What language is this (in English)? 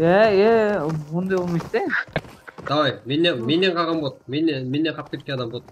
Kara-Kalpak